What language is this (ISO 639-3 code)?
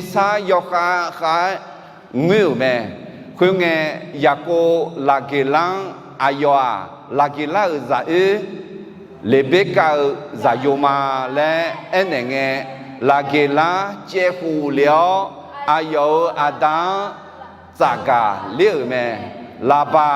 ahk